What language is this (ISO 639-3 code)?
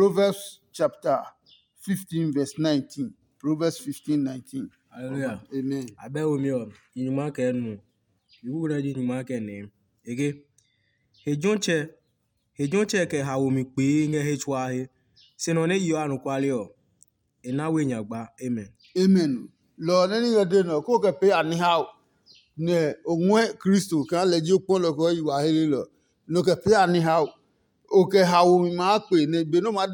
ada